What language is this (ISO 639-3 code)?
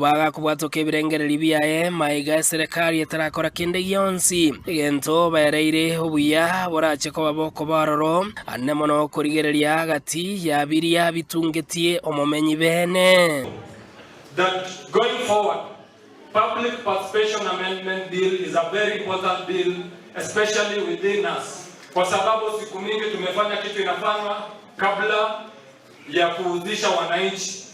guz